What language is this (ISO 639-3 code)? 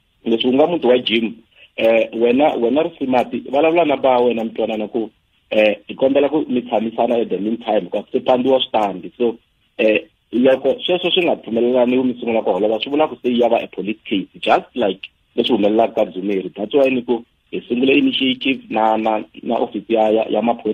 tso